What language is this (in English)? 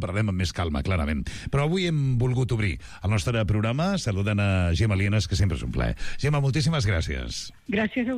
Catalan